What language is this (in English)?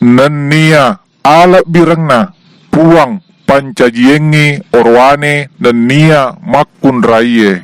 Buginese